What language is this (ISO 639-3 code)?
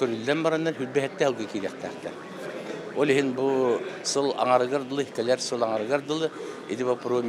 sah